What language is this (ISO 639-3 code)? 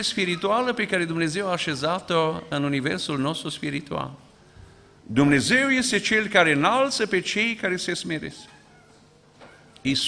ron